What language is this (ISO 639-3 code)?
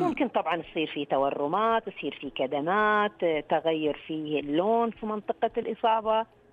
ars